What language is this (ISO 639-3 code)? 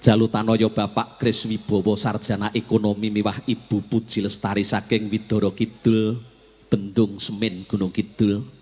jav